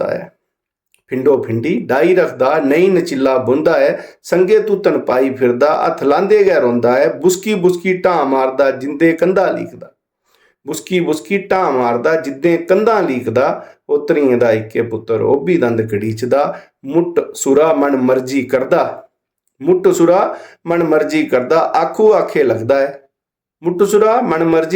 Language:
Dogri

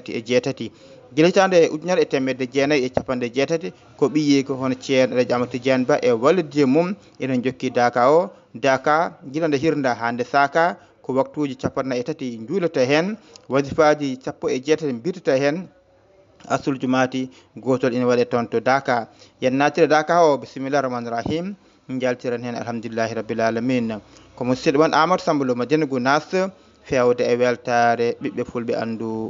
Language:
Fula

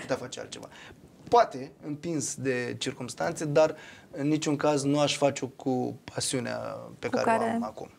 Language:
Romanian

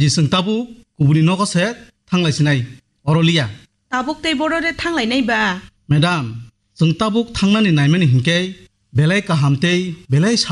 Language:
Kok Borok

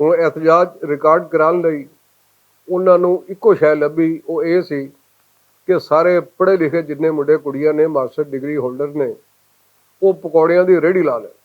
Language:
Western Panjabi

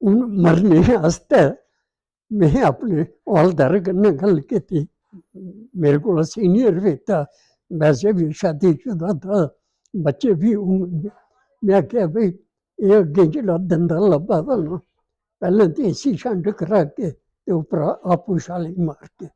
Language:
Dogri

